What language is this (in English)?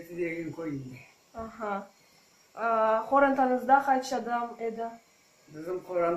Crimean Tatar